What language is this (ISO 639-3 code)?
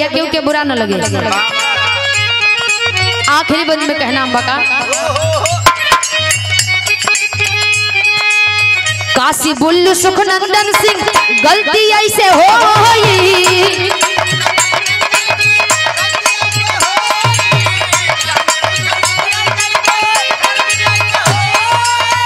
bho